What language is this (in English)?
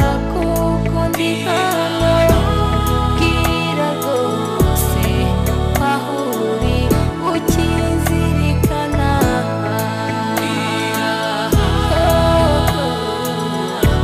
Kinyarwanda